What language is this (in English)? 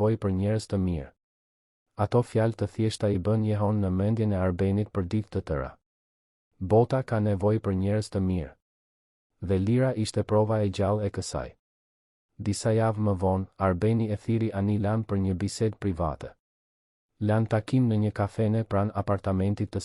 Albanian